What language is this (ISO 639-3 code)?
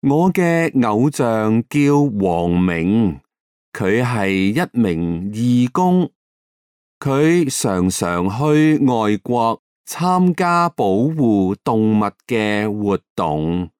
yue